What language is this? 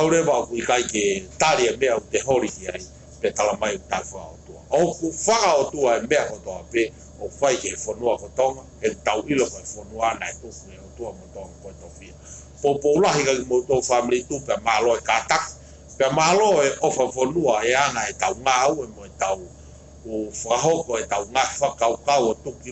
Tongan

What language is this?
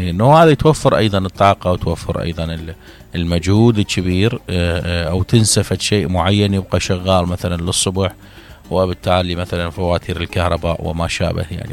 Mesopotamian Arabic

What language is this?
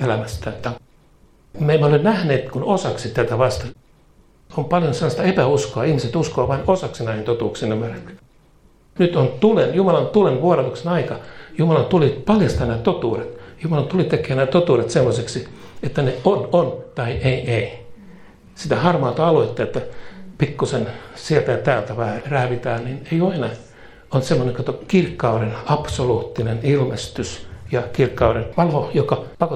Finnish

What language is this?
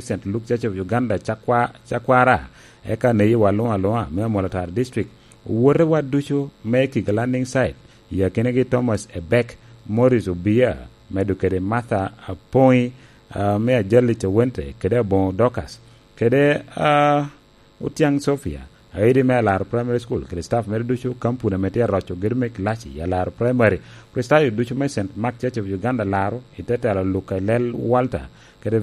Lango (Uganda)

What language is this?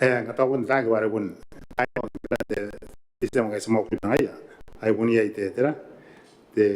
Gilbertese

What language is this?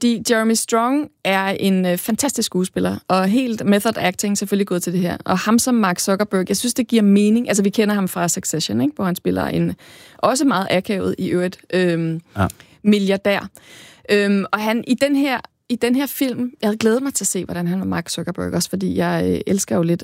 Danish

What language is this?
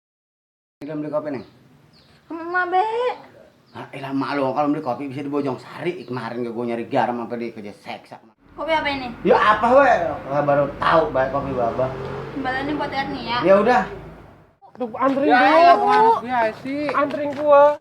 Betawi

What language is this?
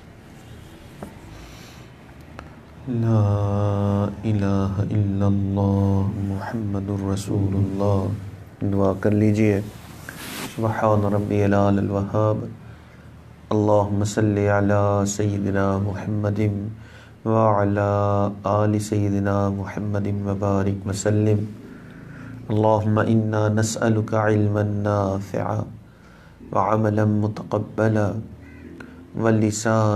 Urdu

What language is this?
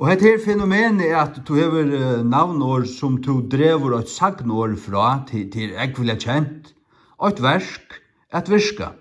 Faroese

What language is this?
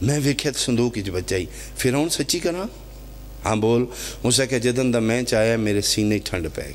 Pahari-Potwari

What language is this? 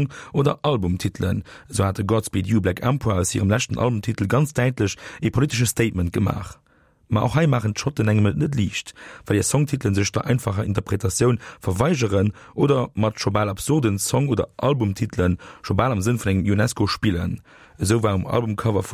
Luxembourgish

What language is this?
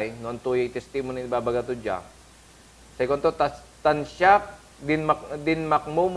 Pangasinan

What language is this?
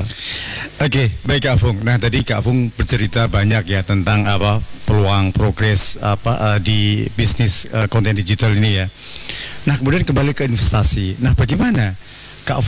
Indonesian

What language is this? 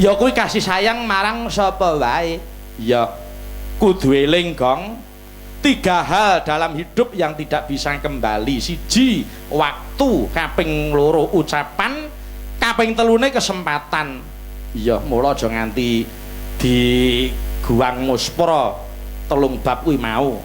Javanese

